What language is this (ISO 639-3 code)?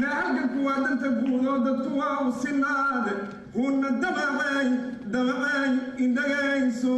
som